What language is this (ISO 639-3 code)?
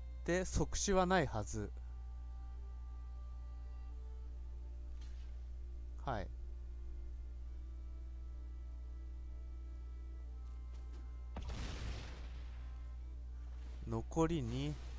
jpn